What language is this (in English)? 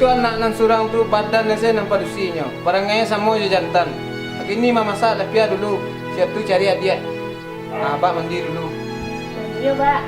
Minangkabau